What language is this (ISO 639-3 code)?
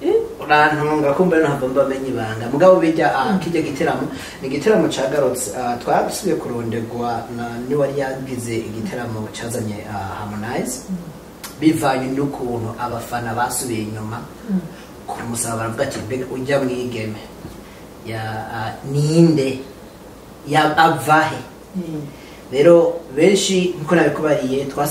run